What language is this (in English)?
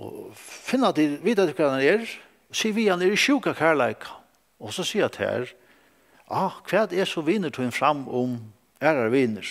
Faroese